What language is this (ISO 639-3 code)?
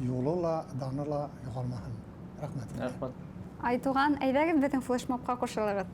bak